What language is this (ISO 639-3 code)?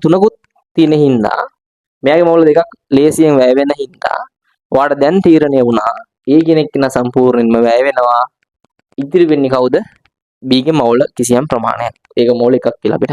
sin